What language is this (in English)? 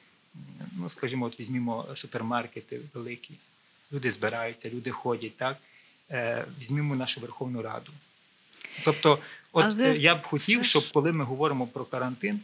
Ukrainian